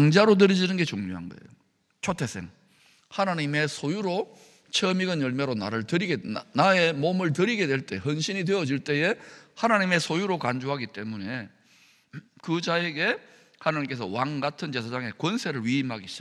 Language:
Korean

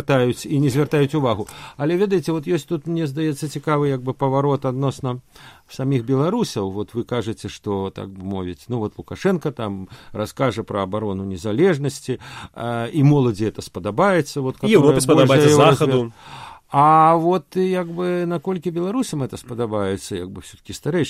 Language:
Belarusian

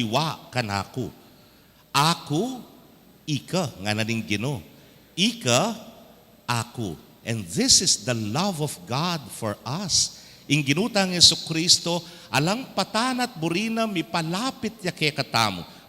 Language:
Pampanga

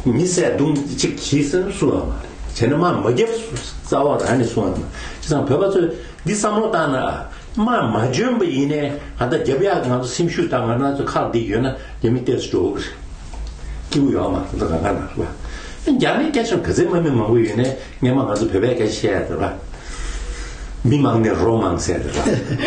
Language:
Tibetan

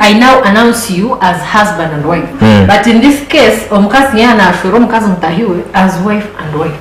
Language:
Nyankole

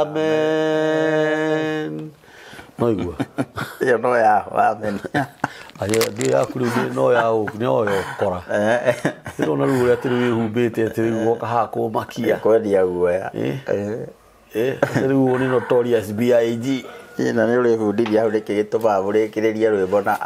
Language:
Kikuyu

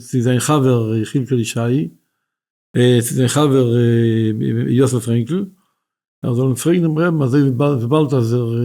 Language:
Yiddish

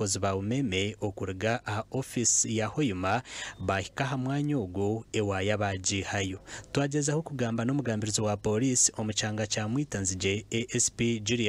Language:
Nyankole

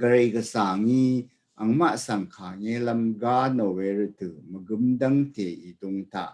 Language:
Rawang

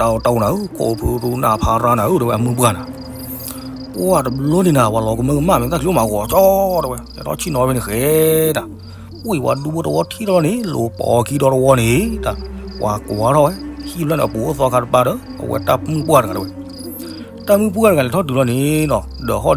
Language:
S'gaw Karen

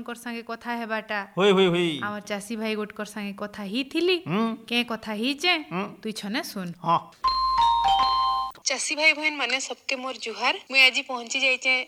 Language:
Odia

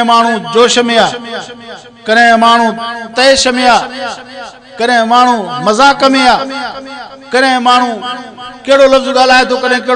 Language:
Sindhi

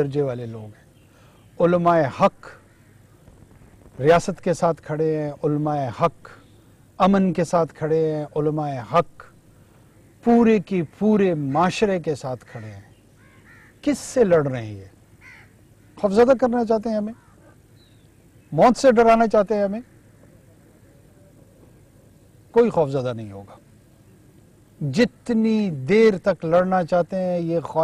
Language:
Urdu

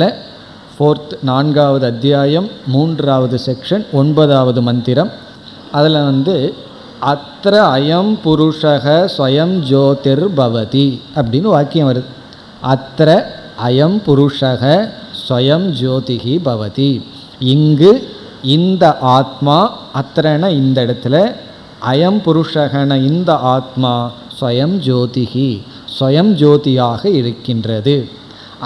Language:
Tamil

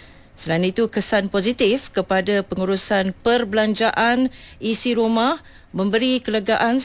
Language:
Malay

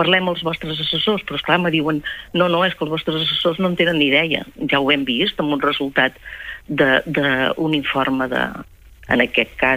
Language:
Catalan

